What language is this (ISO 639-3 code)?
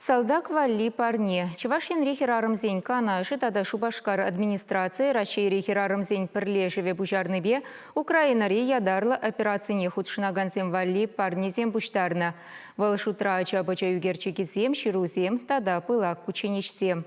chv